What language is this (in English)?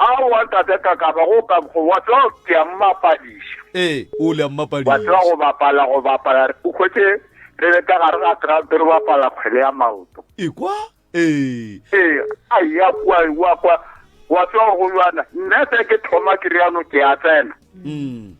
Northern Sotho